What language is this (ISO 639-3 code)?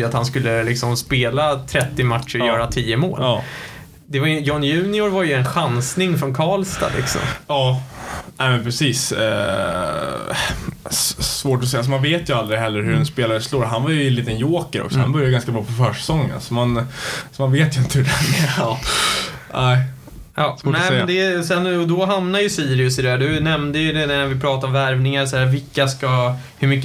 swe